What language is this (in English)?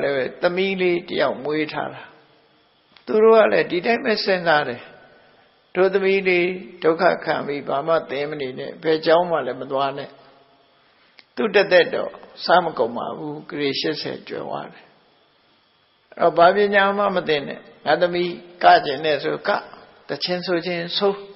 Burmese